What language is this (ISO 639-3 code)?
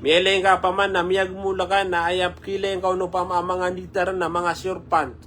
mrw